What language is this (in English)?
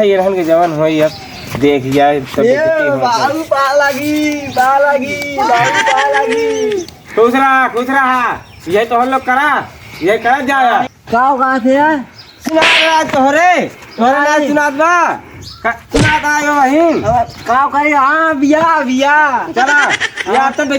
Awadhi